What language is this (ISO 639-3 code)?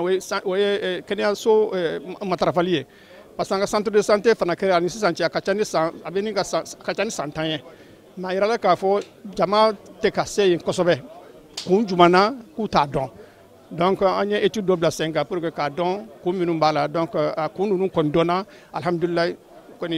bam